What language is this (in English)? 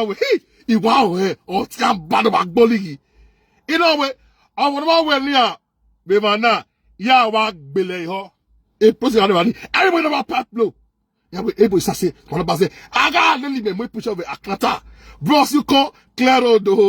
Nigerian Pidgin